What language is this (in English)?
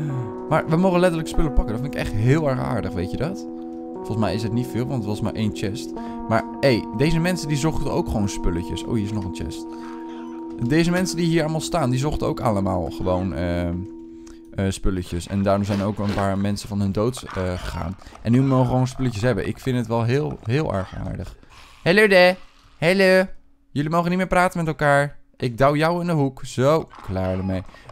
Dutch